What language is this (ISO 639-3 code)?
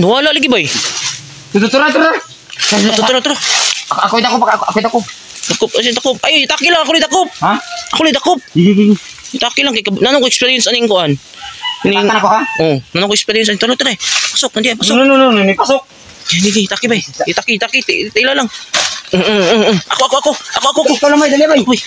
ceb